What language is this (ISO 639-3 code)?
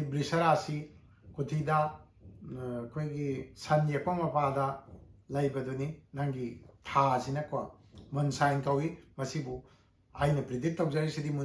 mni